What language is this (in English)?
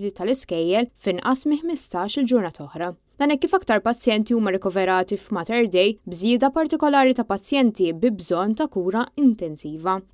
Maltese